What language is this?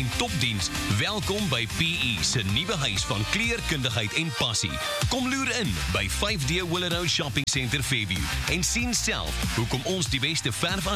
Afrikaans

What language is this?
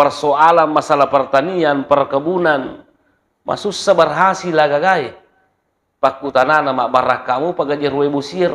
Buginese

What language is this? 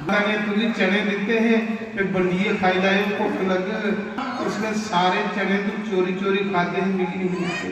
Dogri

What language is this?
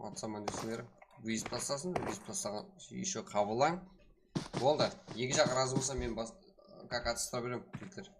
Kara-Kalpak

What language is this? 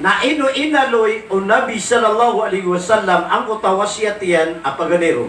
Maranao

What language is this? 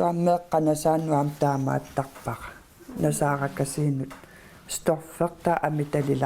Kalaallisut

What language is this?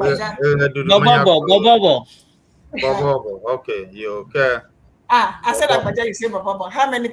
Ewe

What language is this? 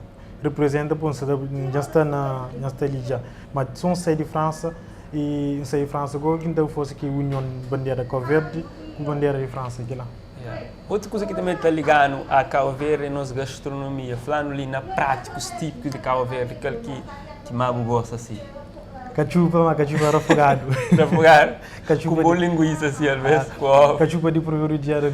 Kabuverdianu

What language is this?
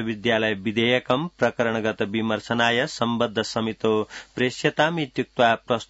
Sanskrit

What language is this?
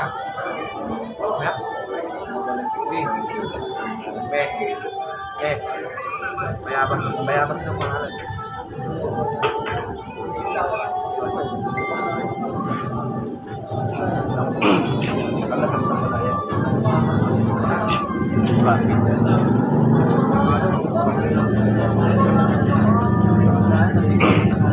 Filipino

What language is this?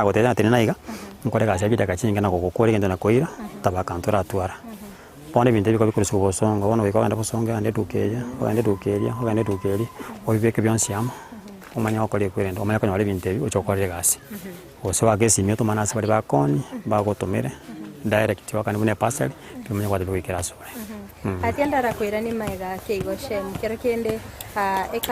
Gusii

